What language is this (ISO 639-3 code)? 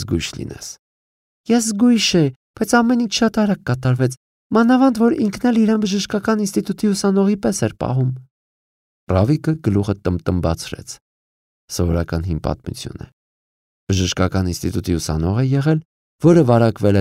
hye